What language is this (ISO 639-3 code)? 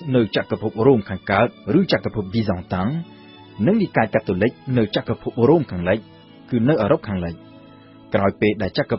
khm